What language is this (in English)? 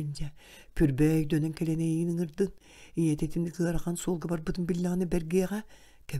Yakut